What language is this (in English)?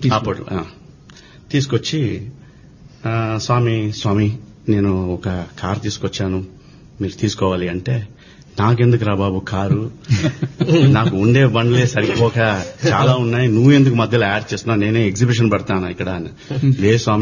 Telugu